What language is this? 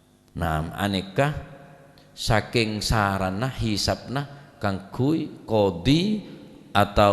Madurese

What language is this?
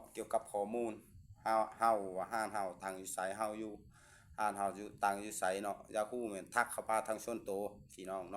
Lao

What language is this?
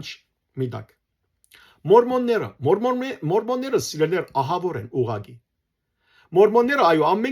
Western Armenian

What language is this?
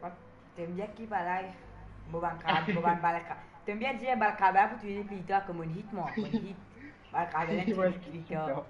Morisyen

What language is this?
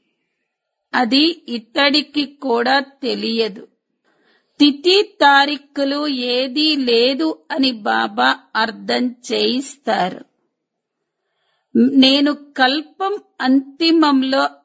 Telugu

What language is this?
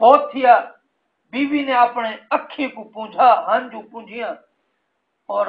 Saraiki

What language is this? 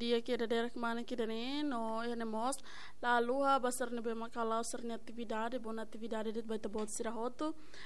Tetum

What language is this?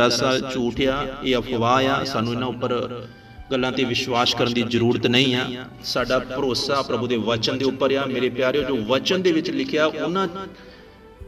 Punjabi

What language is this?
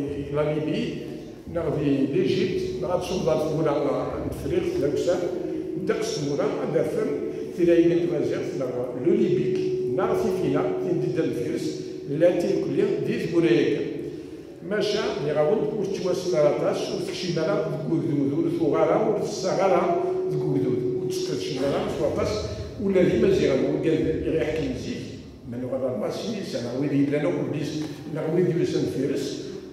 Kabyle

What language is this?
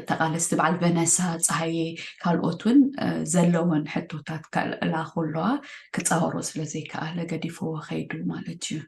Tigrinya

